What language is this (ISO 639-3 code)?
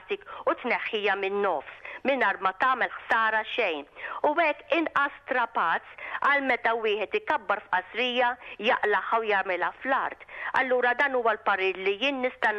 mlt